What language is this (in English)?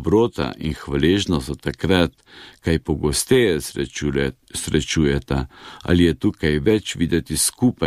Slovenian